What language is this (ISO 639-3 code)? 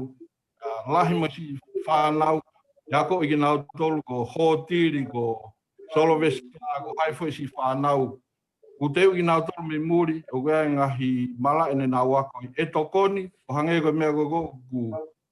ton